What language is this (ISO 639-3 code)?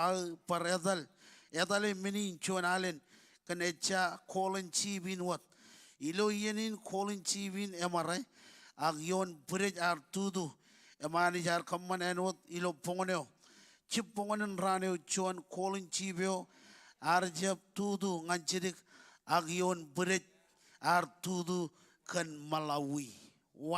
mah